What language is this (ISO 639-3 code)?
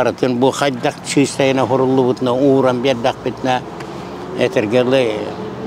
sah